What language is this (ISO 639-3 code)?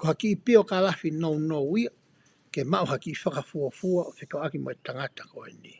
ton